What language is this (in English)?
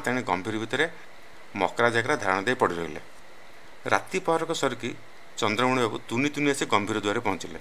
Odia